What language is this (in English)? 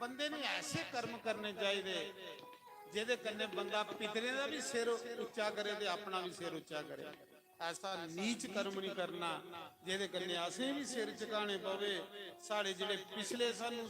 Dogri